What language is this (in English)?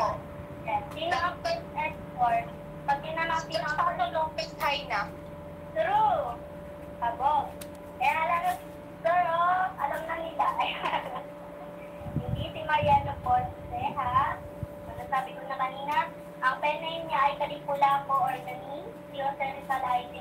Filipino